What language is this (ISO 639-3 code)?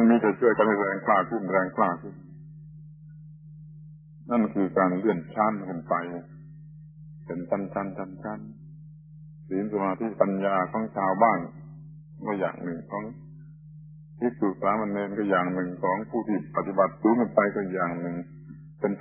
tha